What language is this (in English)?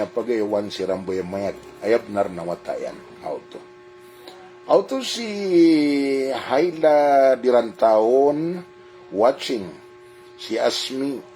Maranao